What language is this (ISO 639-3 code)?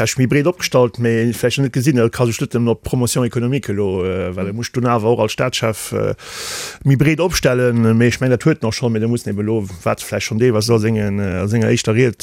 ltz